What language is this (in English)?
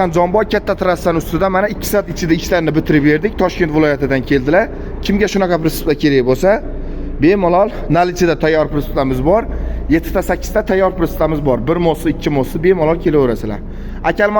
Uzbek